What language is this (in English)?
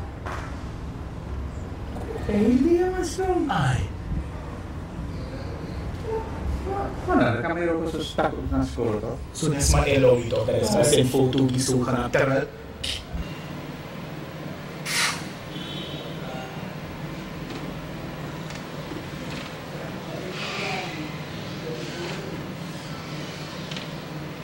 Dutch